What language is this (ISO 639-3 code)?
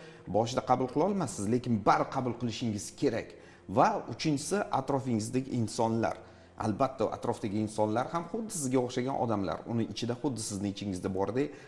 uzb